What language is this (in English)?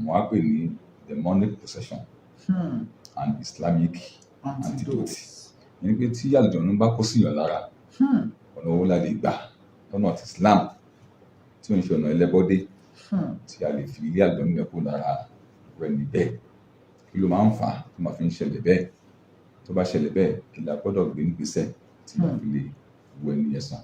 Yoruba